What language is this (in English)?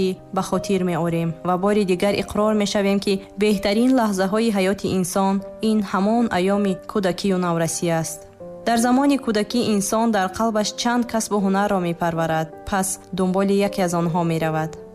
Tajik